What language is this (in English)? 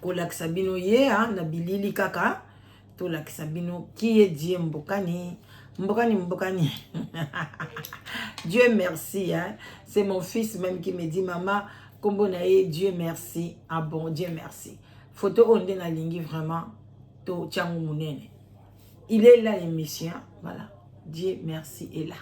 Lingala